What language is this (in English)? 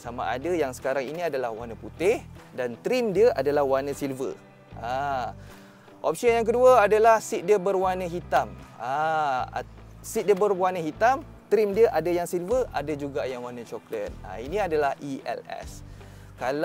Malay